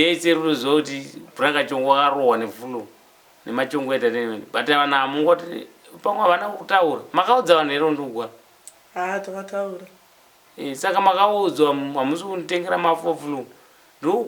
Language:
Shona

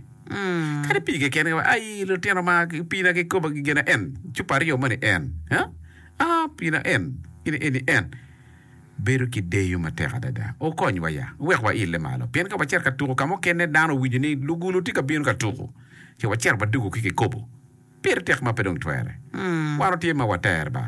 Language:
Acoli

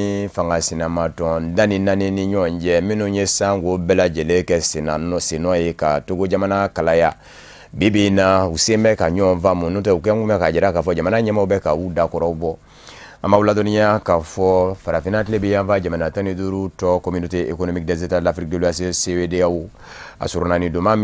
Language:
Bambara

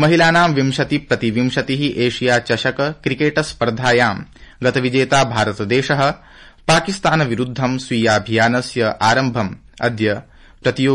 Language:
Sanskrit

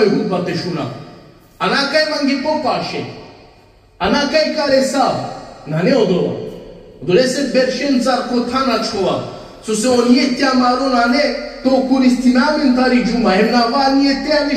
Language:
Balkan Romani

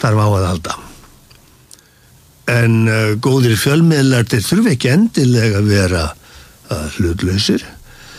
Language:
Icelandic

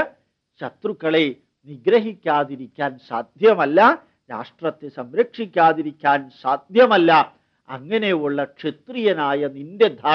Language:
Malayalam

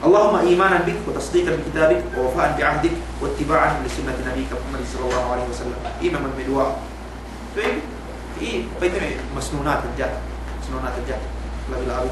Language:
Yakan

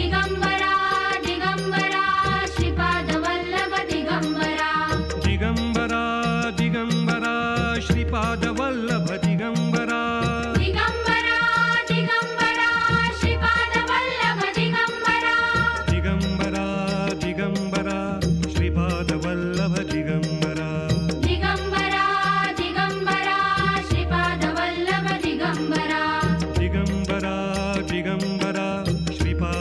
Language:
Marathi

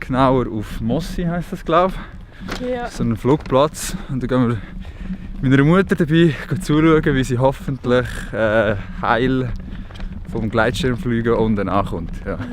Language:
Swiss German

